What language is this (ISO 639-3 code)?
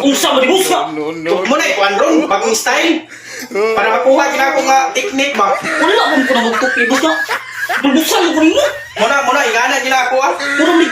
ceb